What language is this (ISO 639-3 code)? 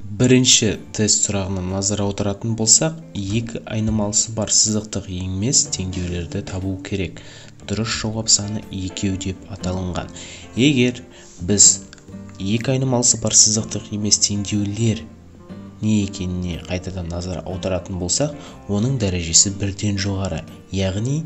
kaz